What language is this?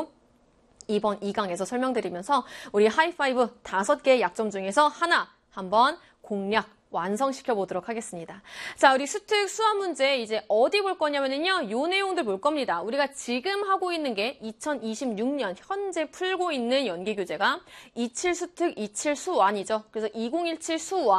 Korean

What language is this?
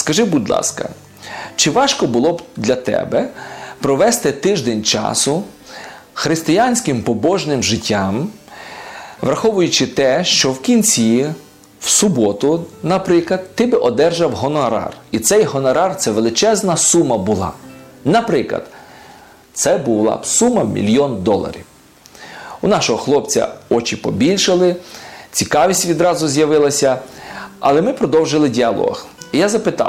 Ukrainian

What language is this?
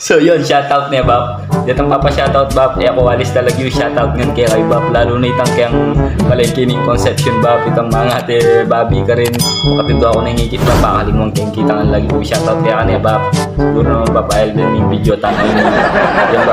Pampanga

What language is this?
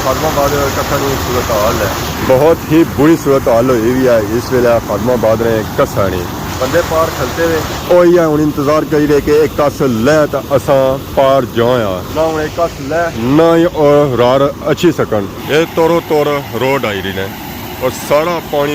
Pahari-Potwari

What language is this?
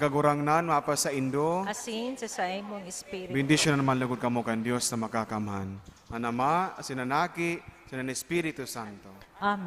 Bikol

